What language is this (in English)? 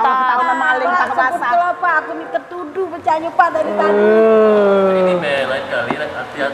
Musi